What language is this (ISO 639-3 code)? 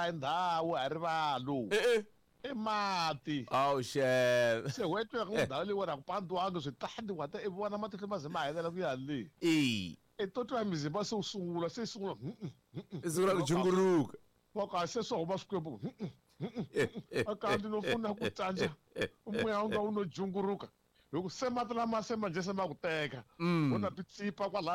tso